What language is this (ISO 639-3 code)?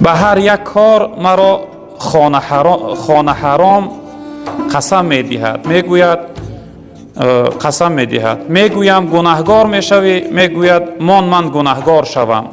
tgk